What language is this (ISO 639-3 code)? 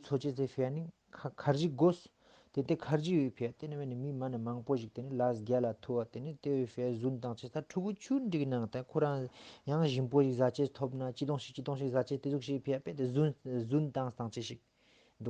lbj